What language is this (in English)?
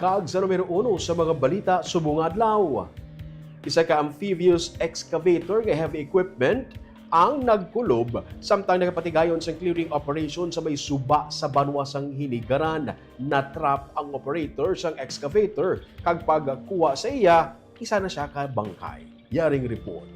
Hiligaynon